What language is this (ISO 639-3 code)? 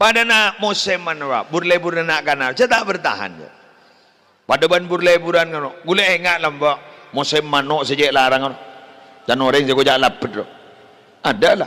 mad